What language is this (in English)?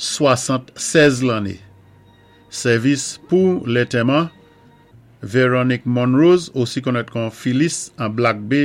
Saint Lucian Creole French